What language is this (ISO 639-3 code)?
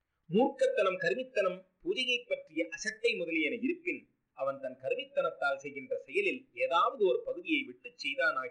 tam